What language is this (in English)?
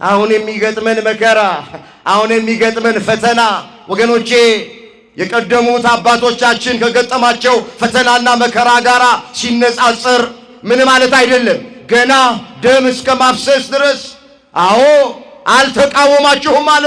Amharic